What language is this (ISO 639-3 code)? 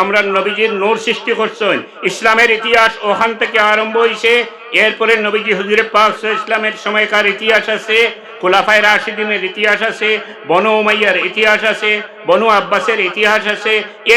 syl